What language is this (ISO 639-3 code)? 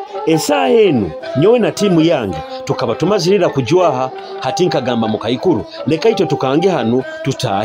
nyo